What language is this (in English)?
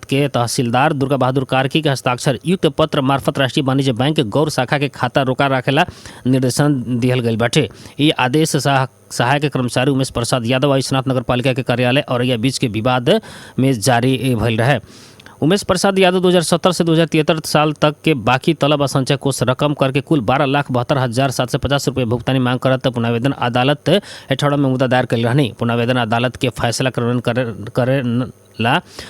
Bhojpuri